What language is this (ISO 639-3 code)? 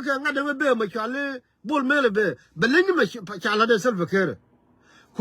nus